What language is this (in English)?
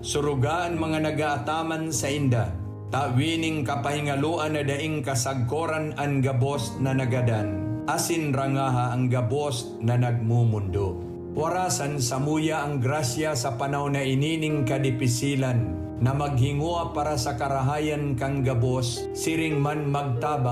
Bikol